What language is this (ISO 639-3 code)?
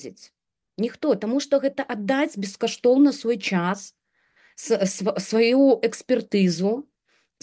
bel